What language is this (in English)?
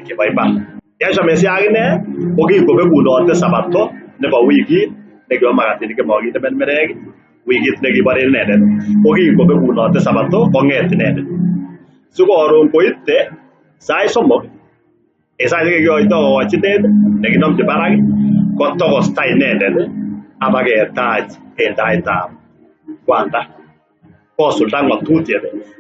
Kalenjin